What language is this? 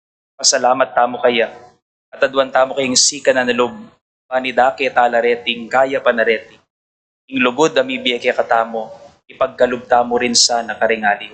Pampanga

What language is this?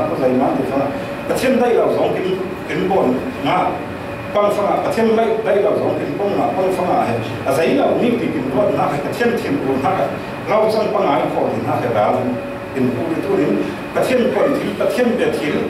Falam Chin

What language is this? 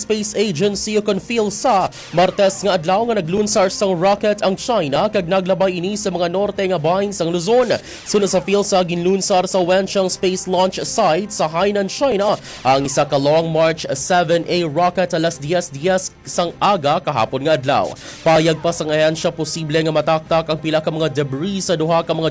Hiligaynon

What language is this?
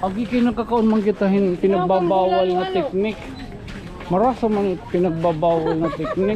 Waray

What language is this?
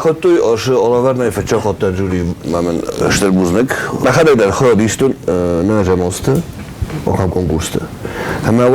Ossetic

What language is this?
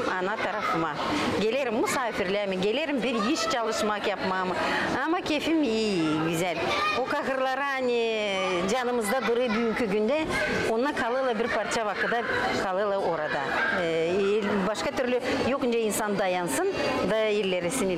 Gagauz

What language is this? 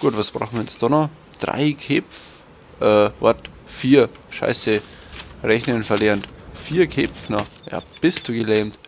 Bavarian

